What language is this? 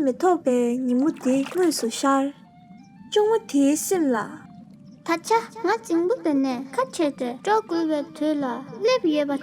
Tibetan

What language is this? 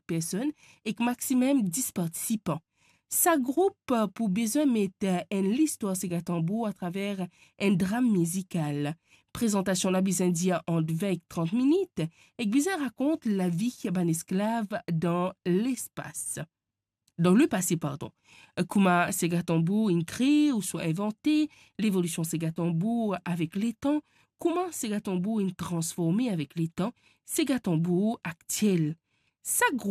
Morisyen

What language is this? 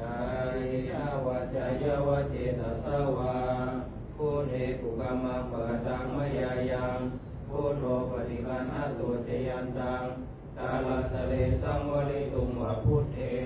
Pali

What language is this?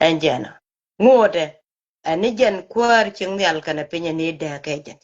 Nuer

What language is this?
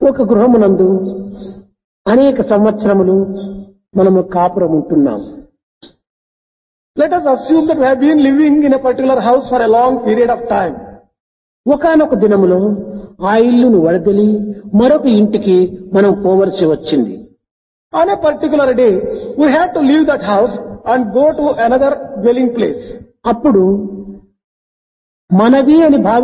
Telugu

